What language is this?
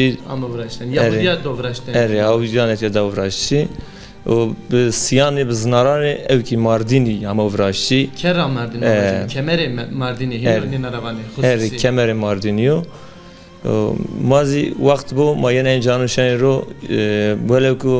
Zaza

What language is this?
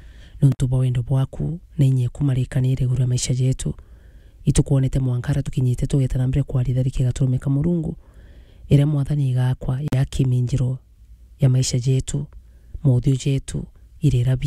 Meru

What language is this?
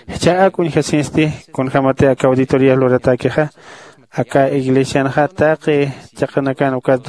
Aymara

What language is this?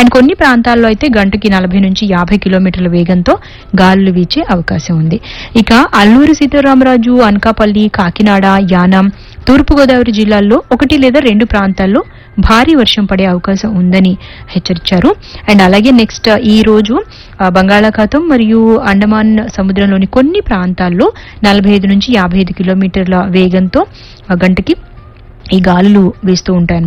Telugu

